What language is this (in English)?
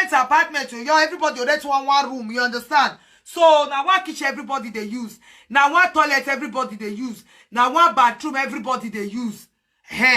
Nigerian Pidgin